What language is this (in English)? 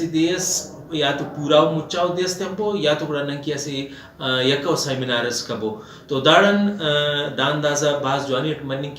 Brahui